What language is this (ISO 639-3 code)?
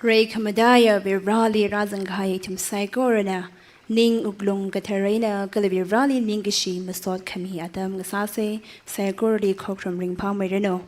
nmf